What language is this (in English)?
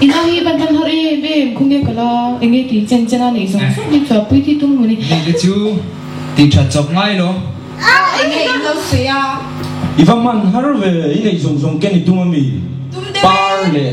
Mizo